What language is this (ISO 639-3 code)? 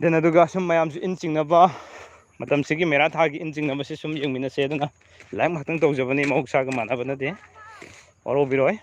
mni